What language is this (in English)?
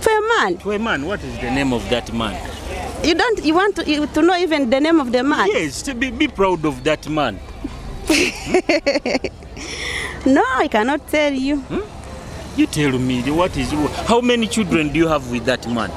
Nyoro